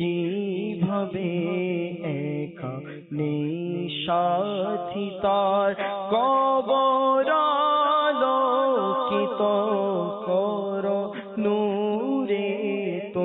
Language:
Bangla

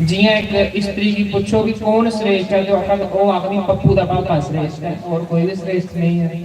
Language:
Dogri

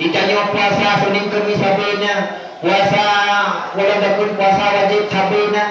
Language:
Achinese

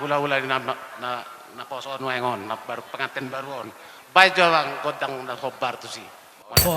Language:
Batak Toba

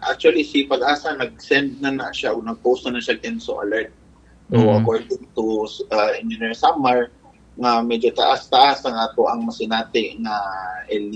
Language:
Cebuano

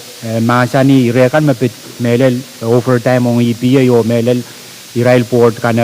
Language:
Pohnpeian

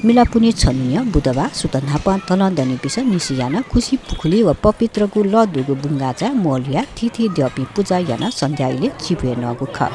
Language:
Newari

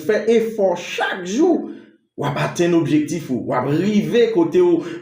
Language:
Haitian Creole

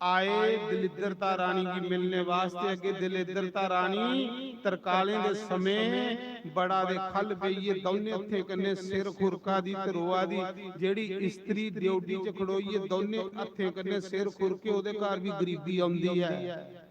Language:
Dogri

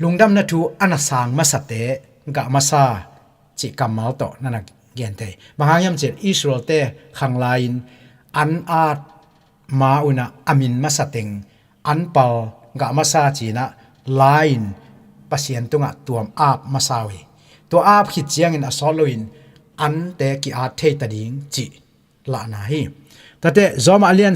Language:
Tedim Chin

